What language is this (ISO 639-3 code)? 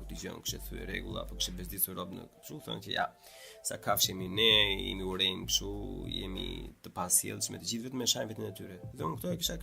sqi